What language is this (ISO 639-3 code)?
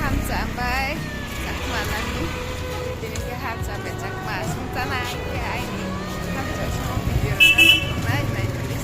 ria